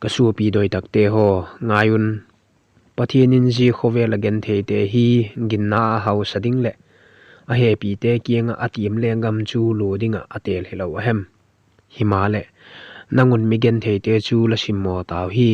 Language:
Vaiphei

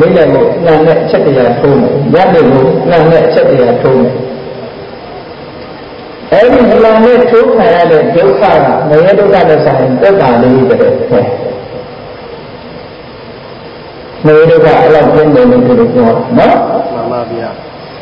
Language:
Burmese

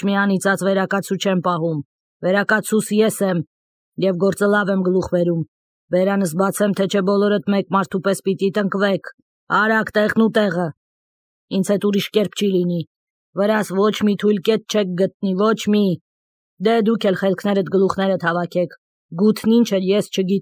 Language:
Armenian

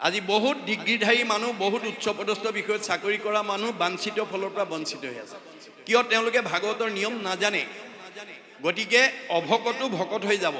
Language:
Assamese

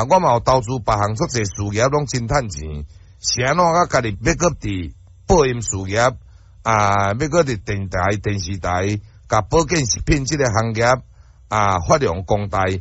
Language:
Min Nan Chinese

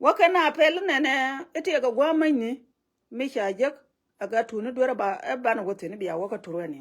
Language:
Nuer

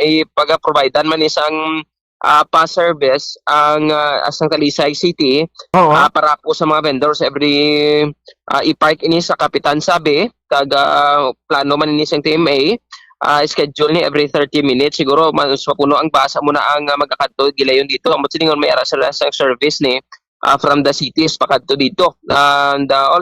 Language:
Hiligaynon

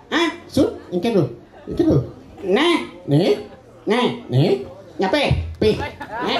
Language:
Balinese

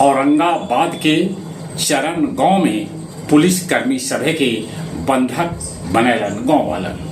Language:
Magahi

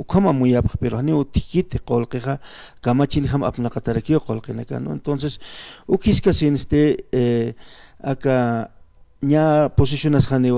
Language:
Aymara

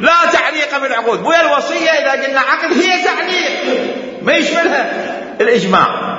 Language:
Mesopotamian Arabic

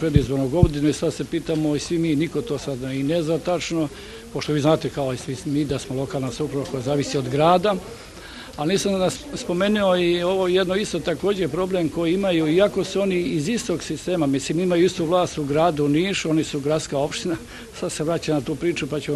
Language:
Serbian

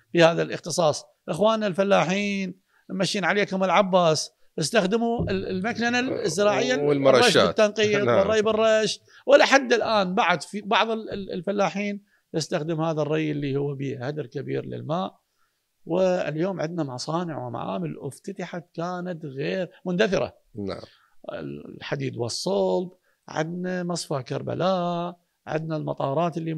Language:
Mesopotamian Arabic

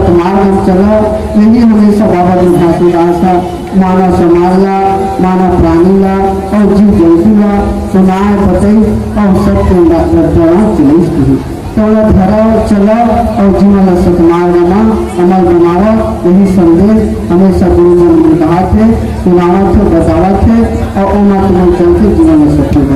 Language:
Chhattisgarhi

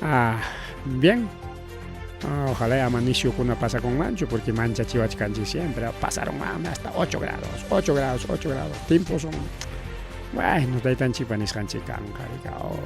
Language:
Ayacucho Quechua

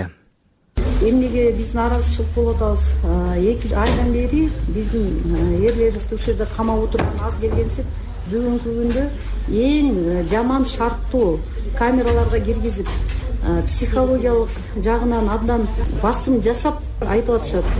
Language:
Kyrgyz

